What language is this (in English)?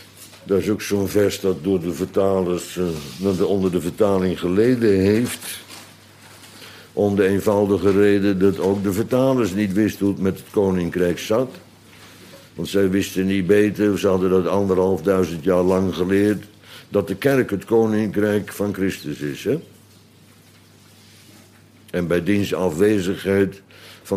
Dutch